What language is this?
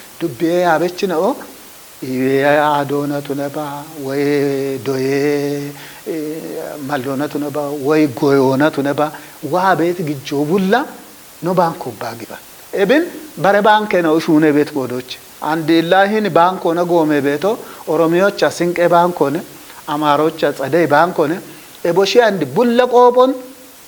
Kafa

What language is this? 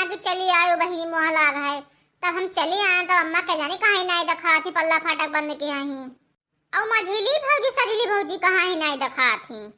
Awadhi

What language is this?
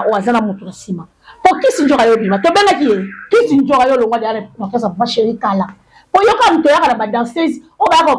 Lingala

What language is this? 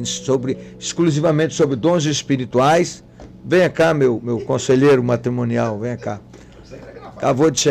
Portuguese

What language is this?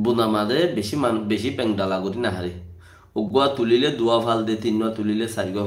Rohingya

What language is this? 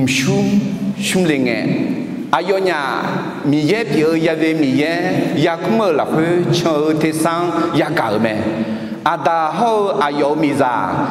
Akha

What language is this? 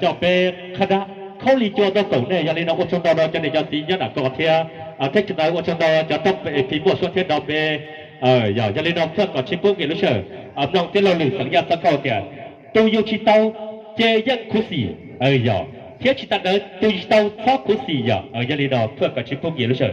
Hmong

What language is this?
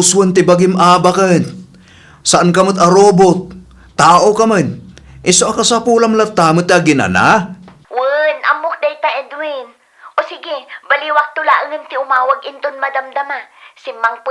Iloko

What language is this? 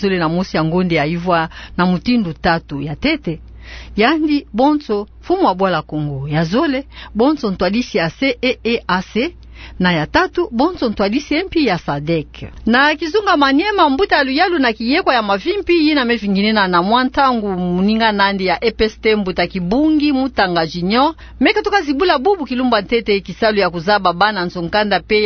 Kituba (Democratic Republic of Congo)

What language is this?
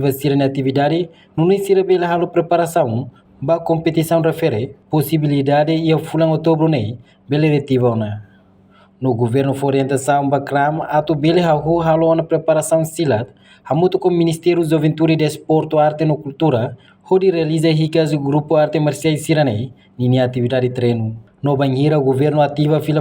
Tetum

